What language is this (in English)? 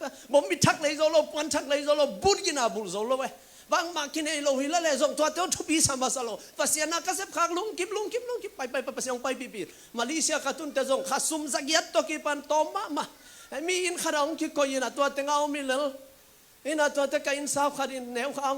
Tedim Chin